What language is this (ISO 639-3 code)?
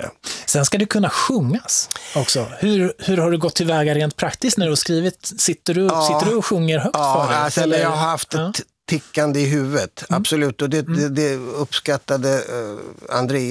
swe